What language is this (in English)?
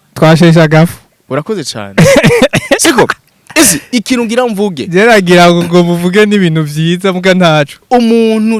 Rundi